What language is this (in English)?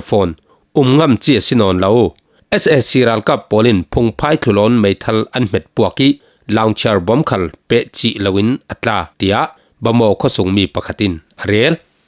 Falam Chin